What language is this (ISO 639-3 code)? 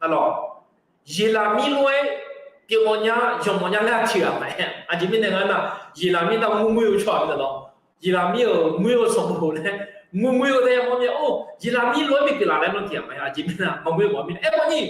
ahk